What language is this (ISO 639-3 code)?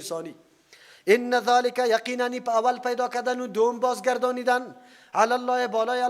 fas